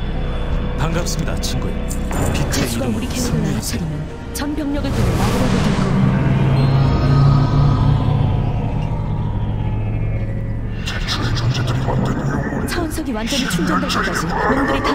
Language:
Korean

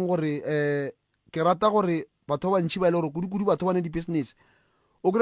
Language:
Northern Sotho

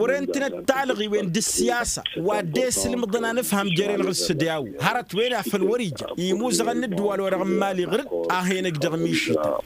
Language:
Tamasheq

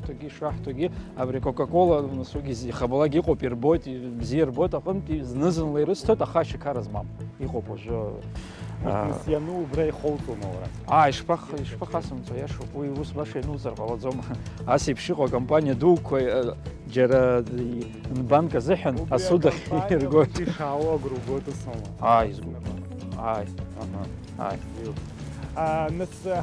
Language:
Abkhazian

